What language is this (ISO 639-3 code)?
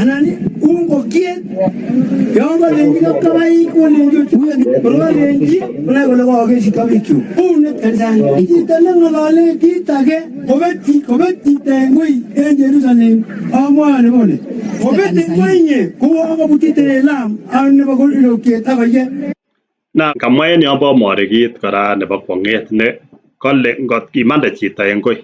kln